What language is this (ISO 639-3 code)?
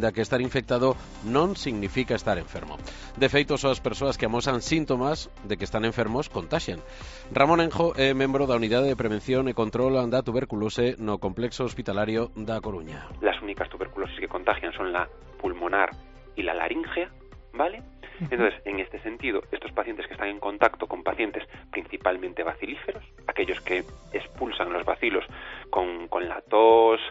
glg